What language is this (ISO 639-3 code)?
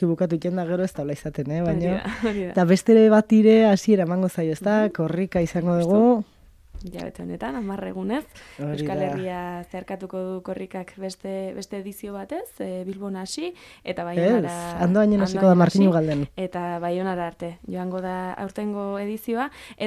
eus